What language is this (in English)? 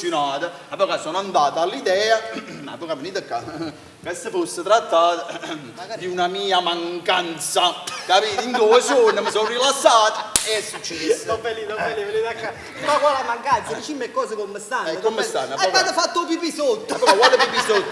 Neapolitan